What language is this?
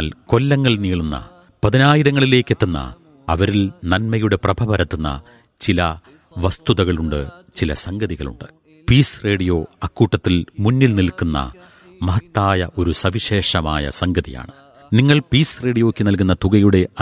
Malayalam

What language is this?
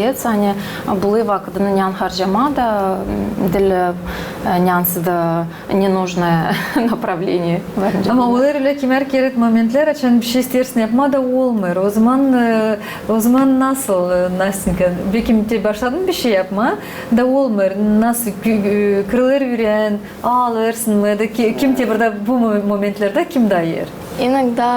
Gagauz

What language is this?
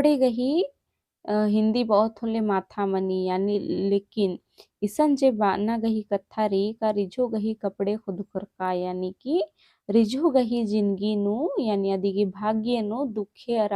Kurukh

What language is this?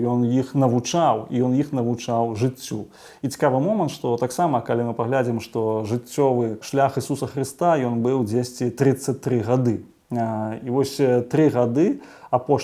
Belarusian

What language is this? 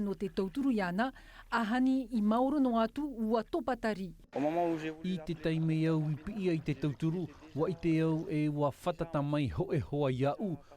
Tahitian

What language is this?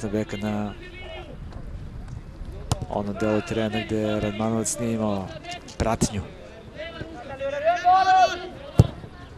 Serbian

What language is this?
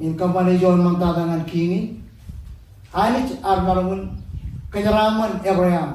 Marshallese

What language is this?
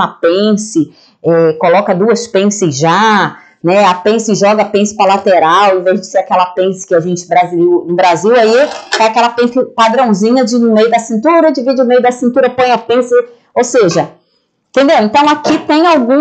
Portuguese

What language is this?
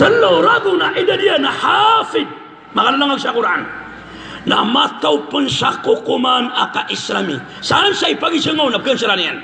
Maranao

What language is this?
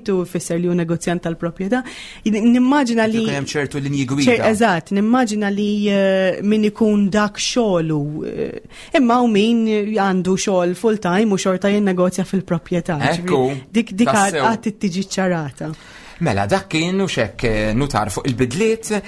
Maltese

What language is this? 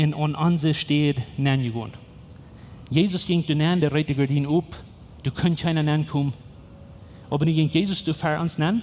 Plautdietsch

